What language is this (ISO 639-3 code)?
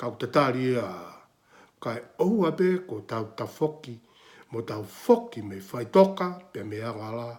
ton